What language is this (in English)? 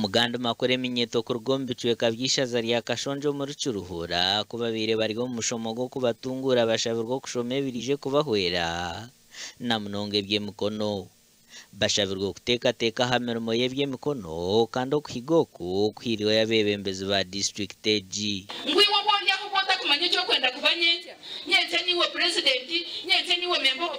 Nyankole